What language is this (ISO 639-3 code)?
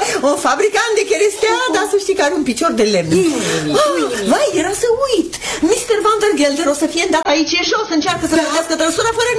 ron